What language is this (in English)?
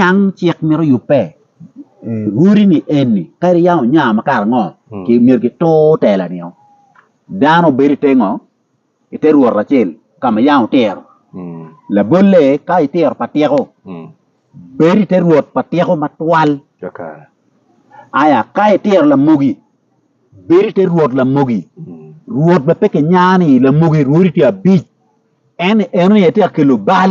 Acoli